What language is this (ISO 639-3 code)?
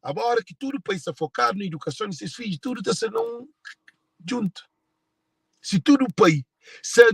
kea